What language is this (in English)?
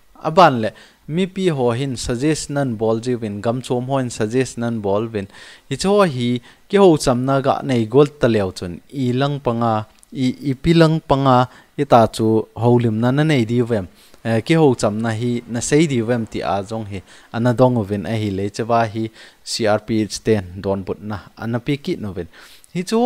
Thado Chin